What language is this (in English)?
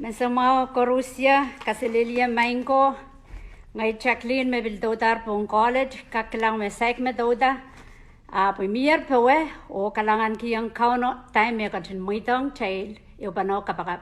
Pohnpeian